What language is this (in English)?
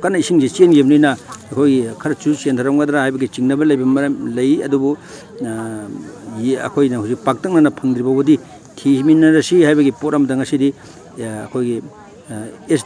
Manipuri